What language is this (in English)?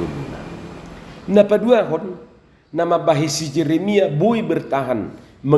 Batak Toba